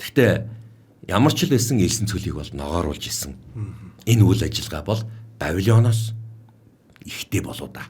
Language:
Mongolian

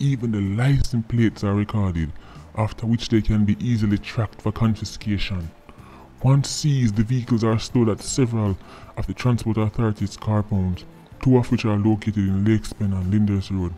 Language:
Jamaican Creole English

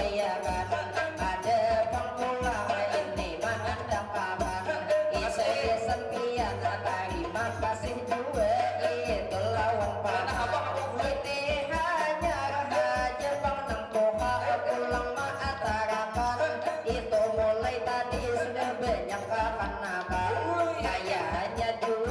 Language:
Banjar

